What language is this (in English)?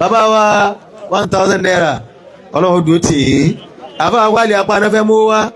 Yoruba